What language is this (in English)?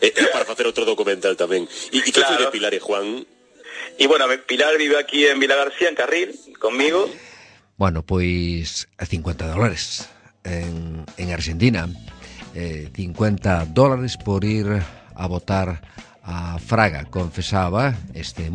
Galician